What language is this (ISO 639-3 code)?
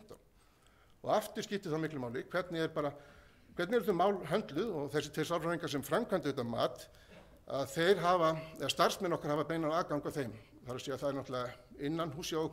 isl